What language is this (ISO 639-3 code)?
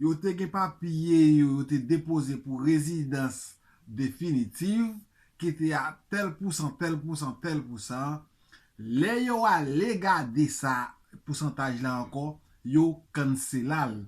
hat